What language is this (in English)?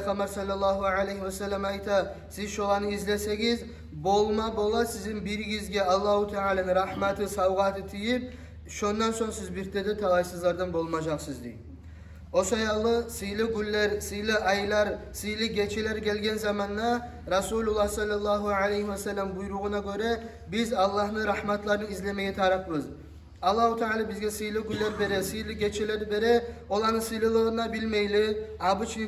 Kumyk